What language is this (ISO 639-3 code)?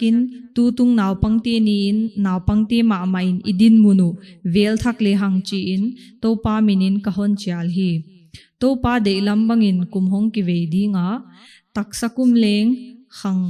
pck